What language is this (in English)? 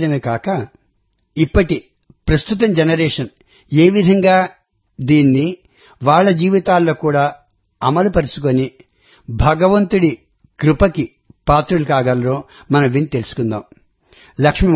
Telugu